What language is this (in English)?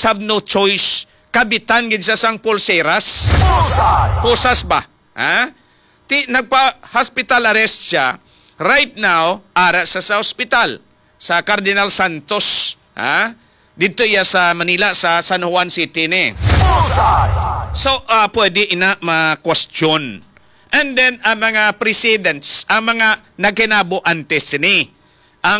Hiligaynon